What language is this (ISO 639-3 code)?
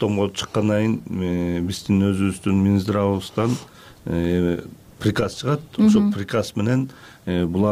kir